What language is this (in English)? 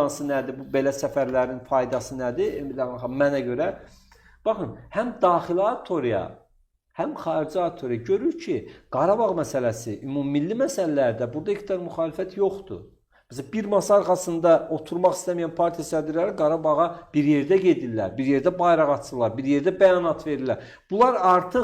Azerbaijani